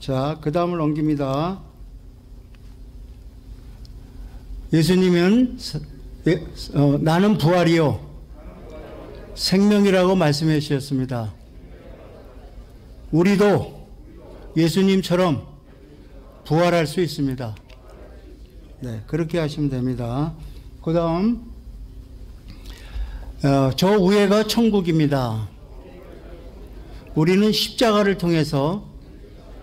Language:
Korean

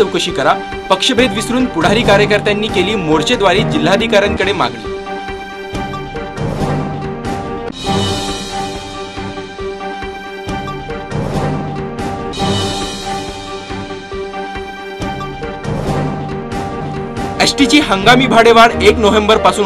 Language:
Marathi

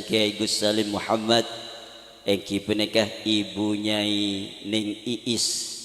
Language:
Madurese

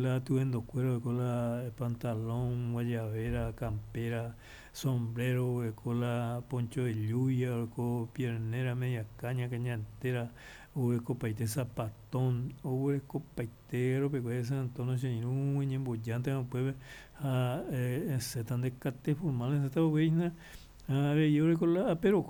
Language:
Guarani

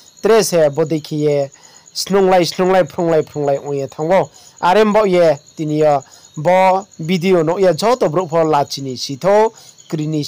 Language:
Riang (India)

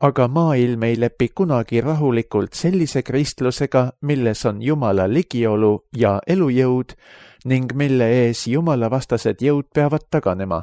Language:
Estonian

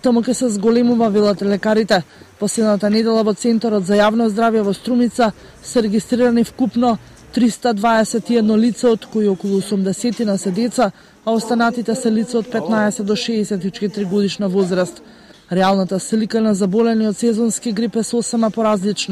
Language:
Macedonian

